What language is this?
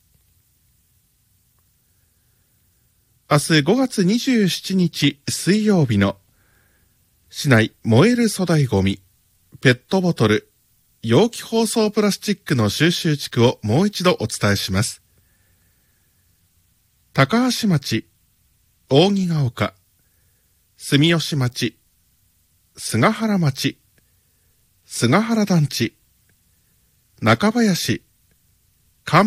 Japanese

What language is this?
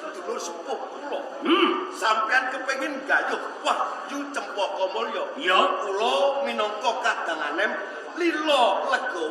Javanese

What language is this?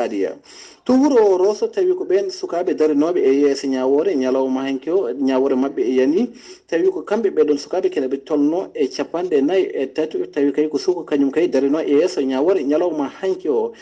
Fula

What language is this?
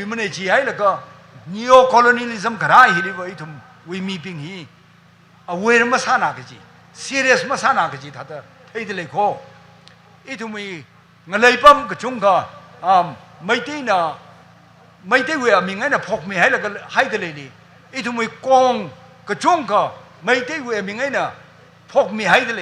Tangkhul Naga (India)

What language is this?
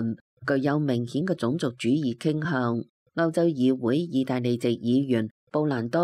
Cantonese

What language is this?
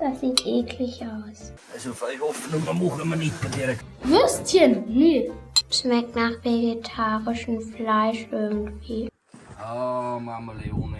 Bavarian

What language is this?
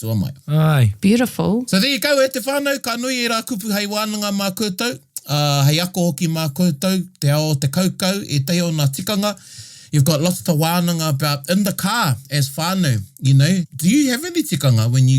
Māori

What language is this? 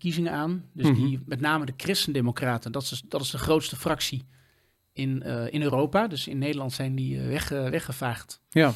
Dutch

